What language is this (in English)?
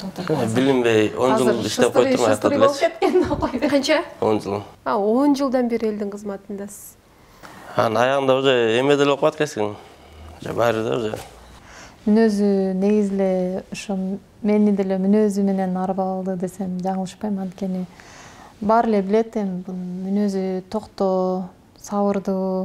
Kyrgyz